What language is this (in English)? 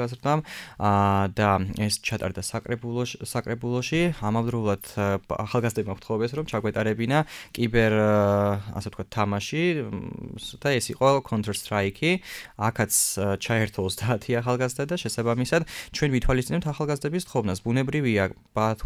Georgian